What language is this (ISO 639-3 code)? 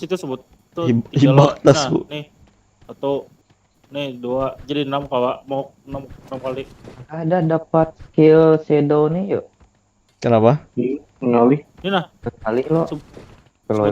bjn